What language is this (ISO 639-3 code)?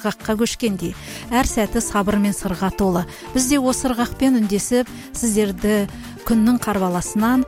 kaz